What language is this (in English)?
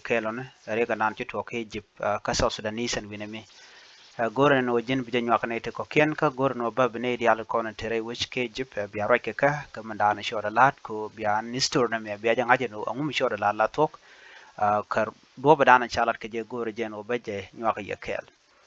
Nuer